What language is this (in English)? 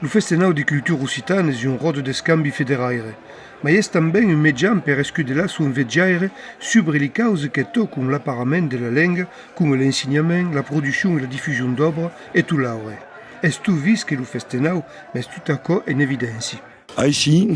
Occitan